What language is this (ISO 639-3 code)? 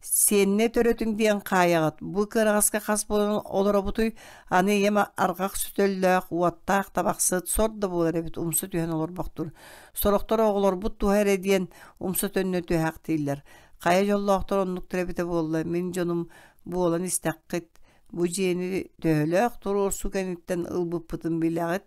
sah